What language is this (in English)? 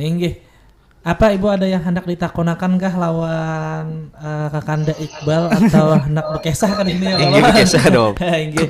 Banjar